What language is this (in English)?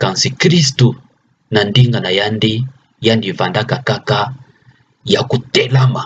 Kituba (Democratic Republic of Congo)